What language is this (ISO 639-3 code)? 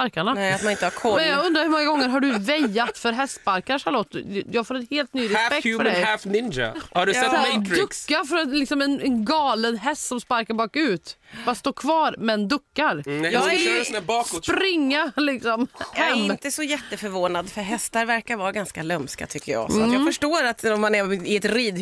swe